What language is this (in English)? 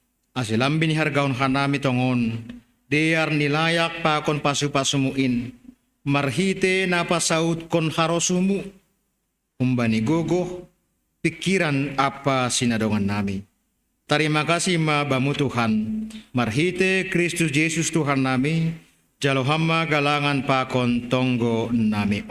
Batak Simalungun